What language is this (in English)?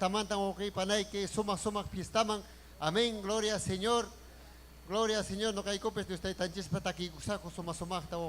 Ayacucho Quechua